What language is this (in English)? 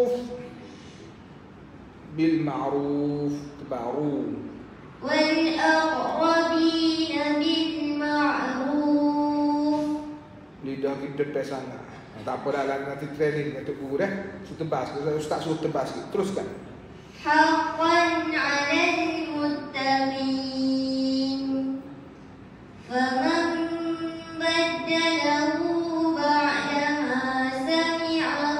Malay